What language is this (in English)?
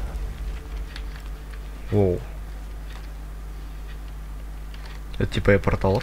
Russian